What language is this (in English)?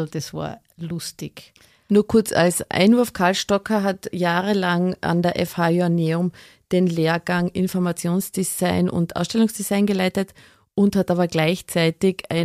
German